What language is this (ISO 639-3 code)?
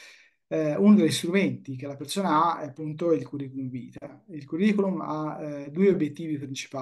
ita